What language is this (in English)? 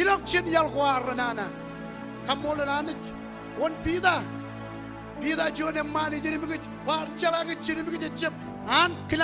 Marshallese